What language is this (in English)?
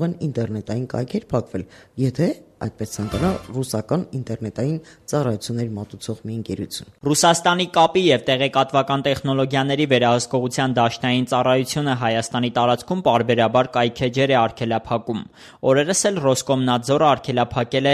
Armenian